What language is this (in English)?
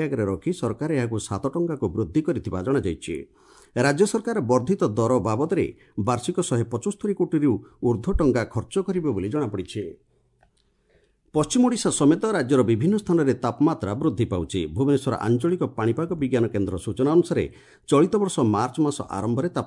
Odia